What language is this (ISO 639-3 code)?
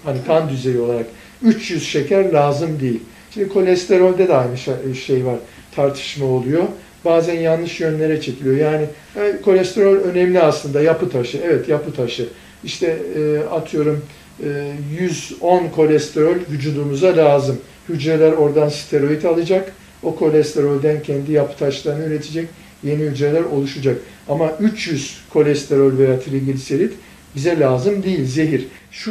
tur